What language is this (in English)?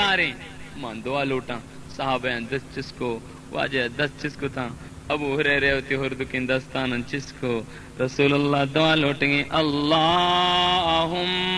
Baluchi